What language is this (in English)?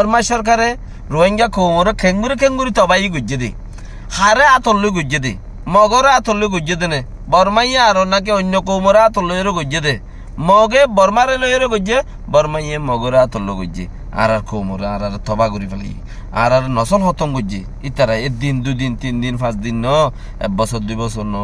Rohingya